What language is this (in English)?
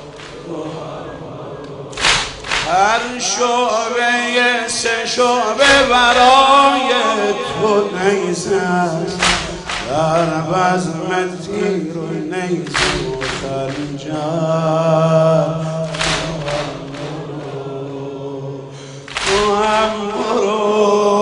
Persian